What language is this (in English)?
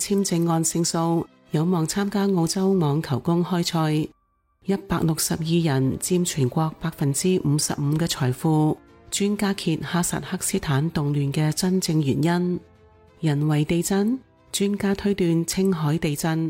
Cantonese